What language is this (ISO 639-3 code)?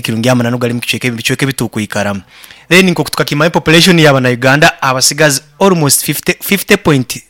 nyn